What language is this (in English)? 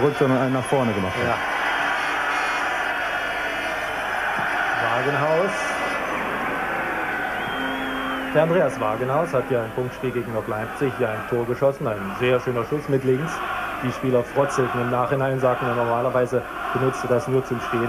German